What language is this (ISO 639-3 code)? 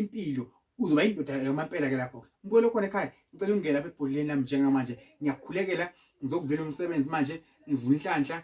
zul